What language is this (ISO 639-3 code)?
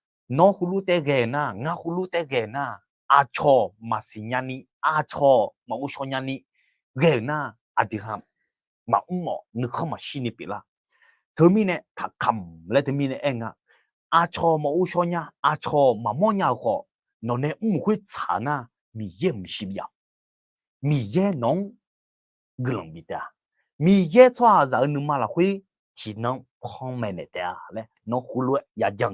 ahk